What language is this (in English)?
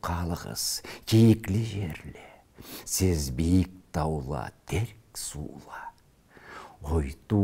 Karachay-Balkar